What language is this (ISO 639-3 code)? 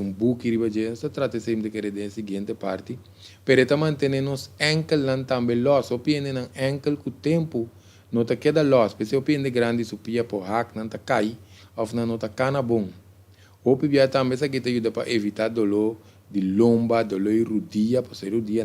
pap